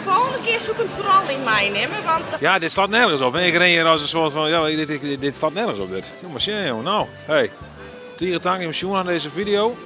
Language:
Western Frisian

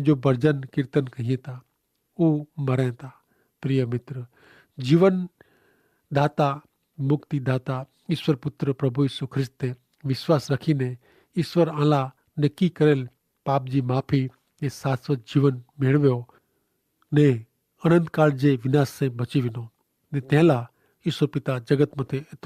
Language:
Kachhi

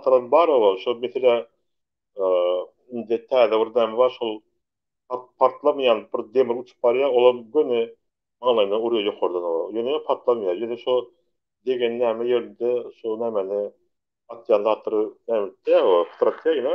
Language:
Turkmen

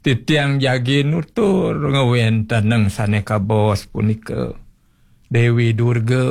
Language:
Balinese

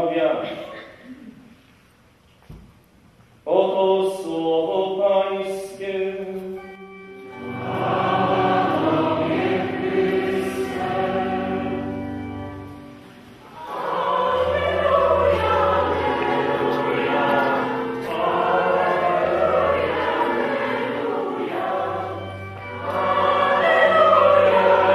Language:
Polish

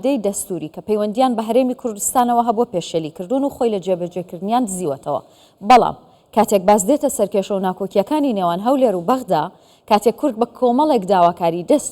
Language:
Central Kurdish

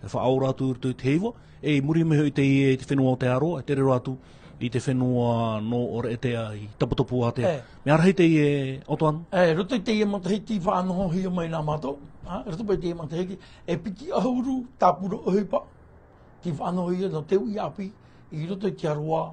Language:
Tahitian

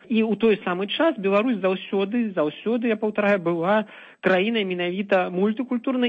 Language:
Belarusian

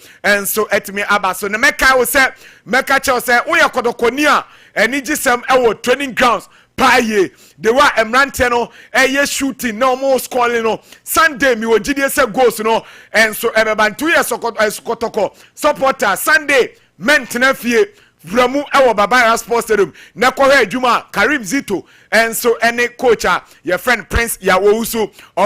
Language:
Akan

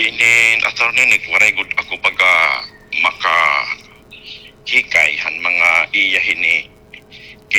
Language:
Waray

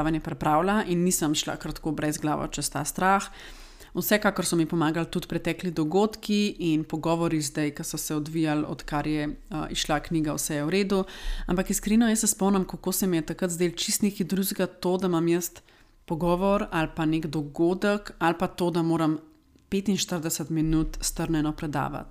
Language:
Slovenian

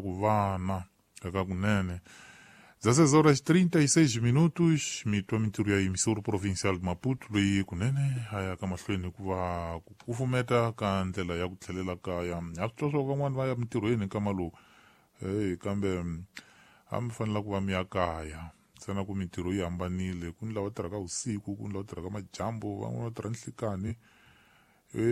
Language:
Tsonga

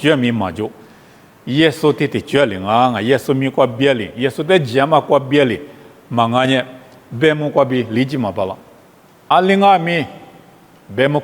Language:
Lisu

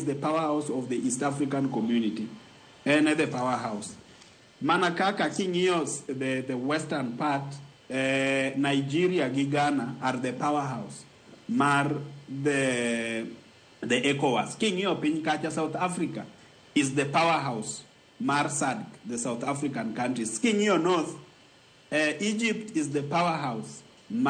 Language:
Luo (Kenya and Tanzania)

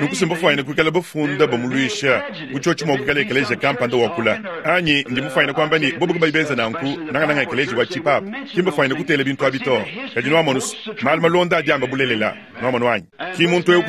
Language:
Luba-Lulua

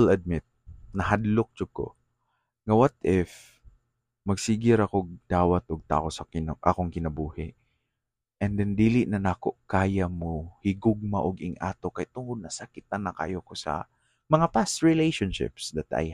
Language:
Cebuano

